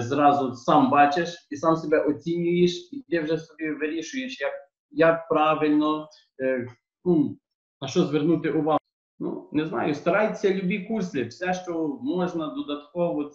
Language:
Ukrainian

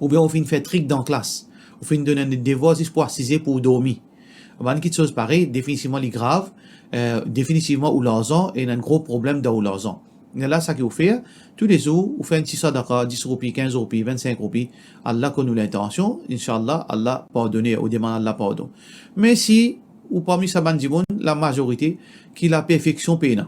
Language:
Morisyen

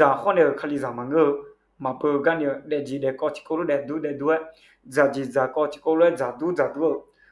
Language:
Akha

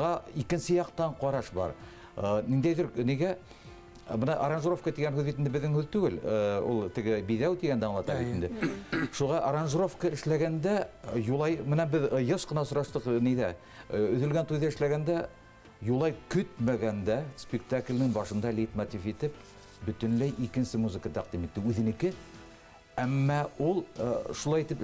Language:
Bashkir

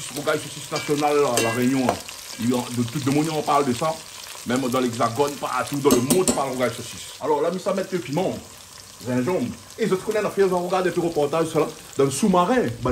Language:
Réunion Creole French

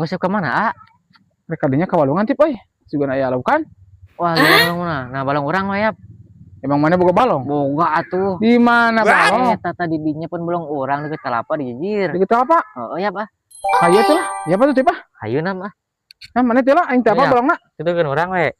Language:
Sundanese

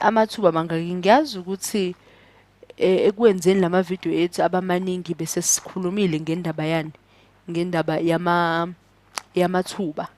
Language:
Zulu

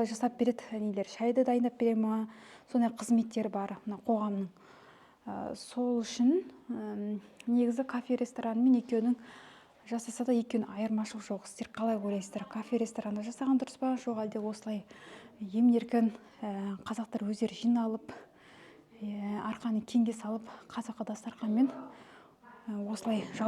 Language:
Kazakh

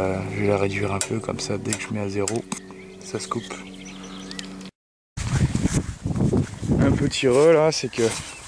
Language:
French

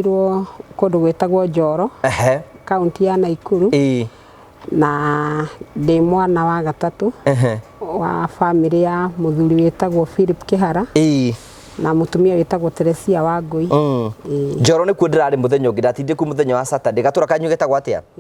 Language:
Kikuyu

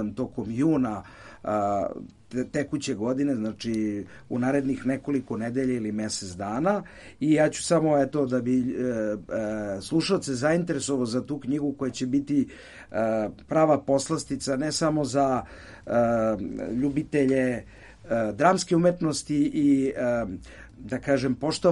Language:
Serbian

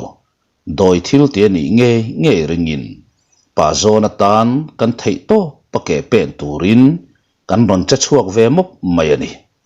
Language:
Mizo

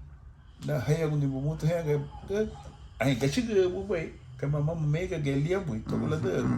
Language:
Garifuna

